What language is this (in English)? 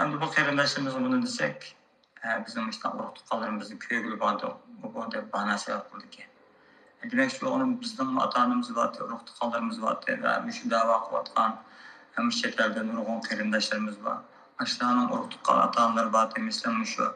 Uyghur